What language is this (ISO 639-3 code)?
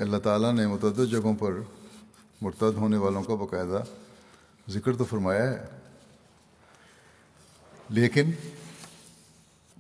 urd